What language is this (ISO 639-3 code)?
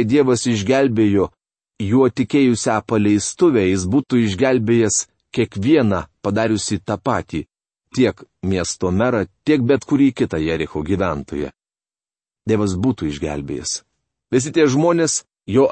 lit